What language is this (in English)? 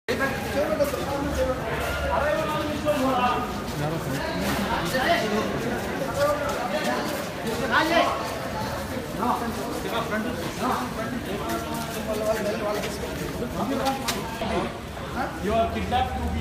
Telugu